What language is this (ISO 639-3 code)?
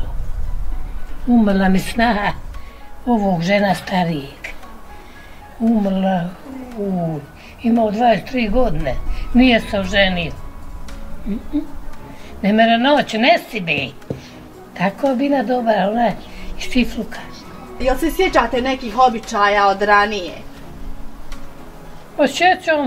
bos